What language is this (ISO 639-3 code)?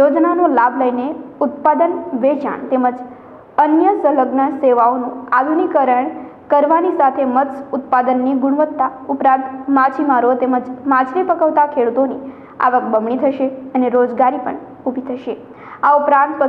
guj